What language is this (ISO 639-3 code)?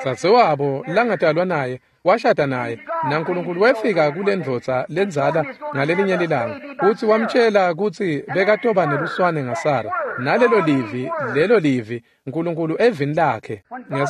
ssw